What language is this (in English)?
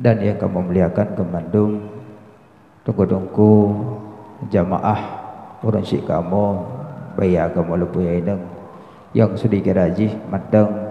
Achinese